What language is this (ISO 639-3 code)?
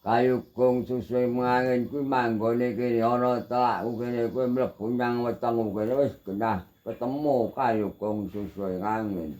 jav